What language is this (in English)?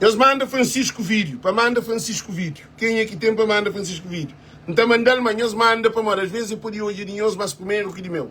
Kabuverdianu